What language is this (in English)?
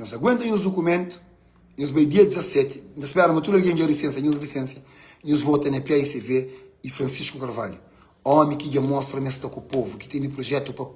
Kabuverdianu